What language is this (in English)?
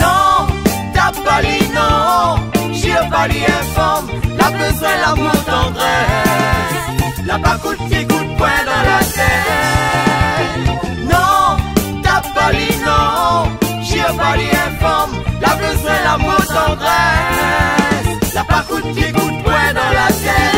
Réunion Creole French